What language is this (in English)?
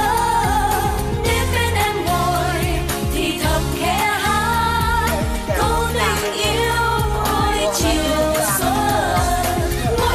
Vietnamese